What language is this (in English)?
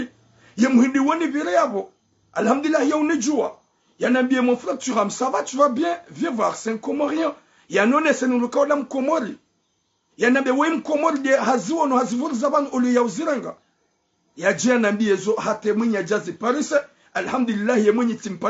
Ngazidja Comorian